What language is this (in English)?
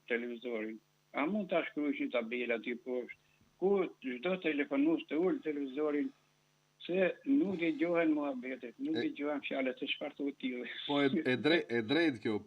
Albanian